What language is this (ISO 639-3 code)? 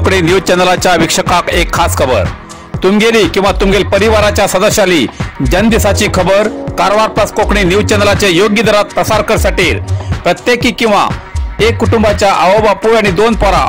kok